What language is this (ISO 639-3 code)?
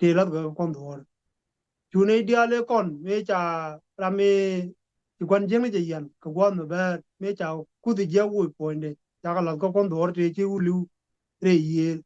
nus